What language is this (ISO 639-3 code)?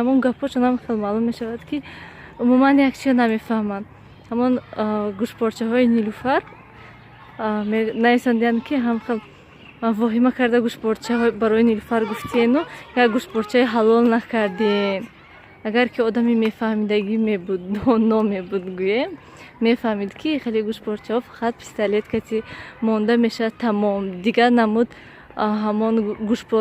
tgk